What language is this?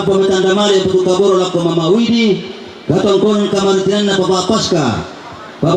Toraja-Sa'dan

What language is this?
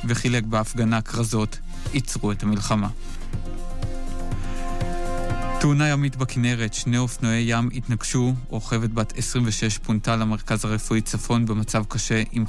Hebrew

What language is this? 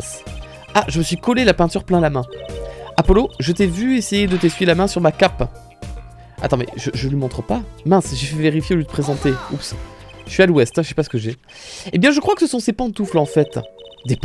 French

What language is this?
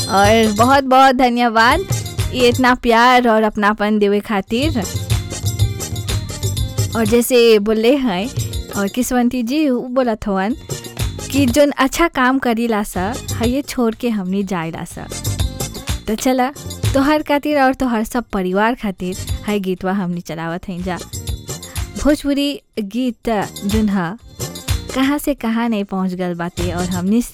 Bhojpuri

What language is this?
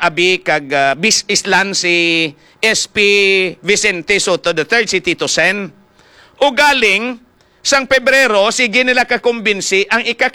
Hiligaynon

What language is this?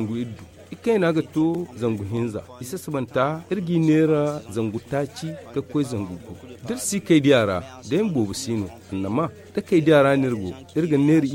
Zarma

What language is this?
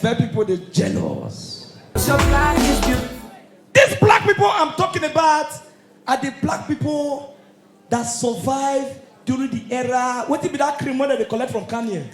Nigerian Pidgin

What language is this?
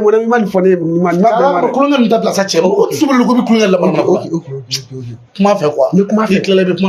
Bambara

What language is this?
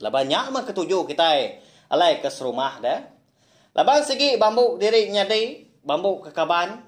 Iban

